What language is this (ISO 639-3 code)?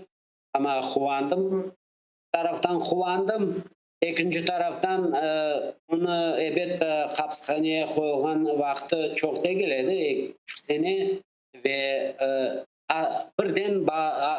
crh